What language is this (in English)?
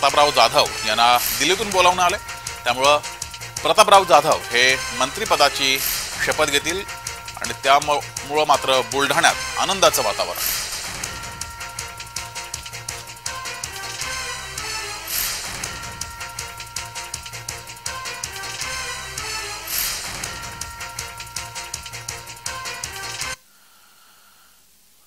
Marathi